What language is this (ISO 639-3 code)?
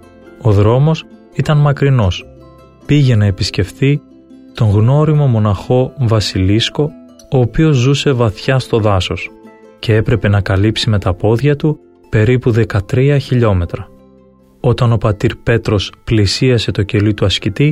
ell